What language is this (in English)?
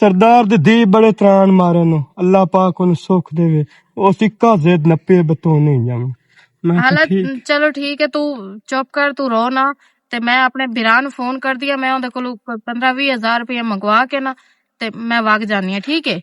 Western Panjabi